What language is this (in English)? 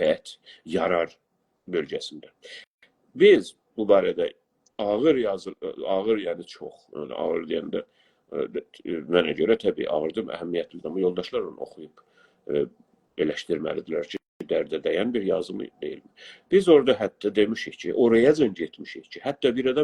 South Azerbaijani